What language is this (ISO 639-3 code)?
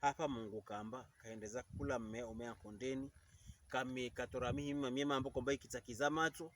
pkb